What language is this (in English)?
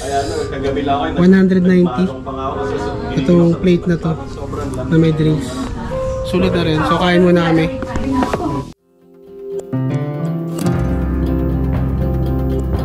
Filipino